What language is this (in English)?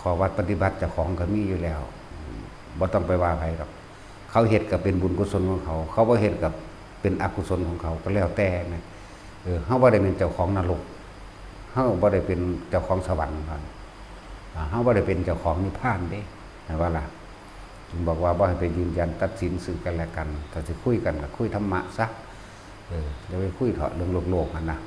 Northeastern Thai